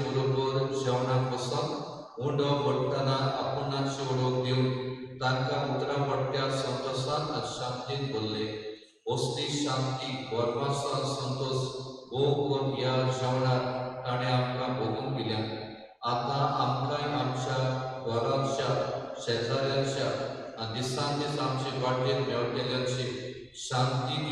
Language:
Konkani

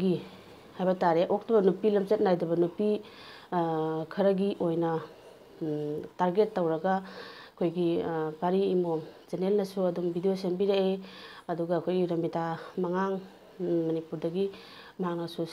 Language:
Manipuri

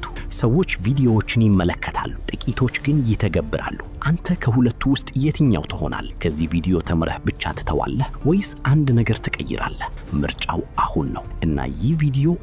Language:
Amharic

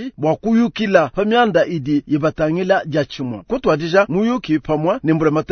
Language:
Luba-Lulua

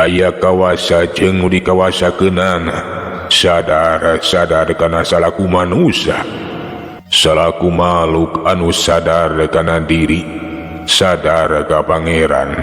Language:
Sundanese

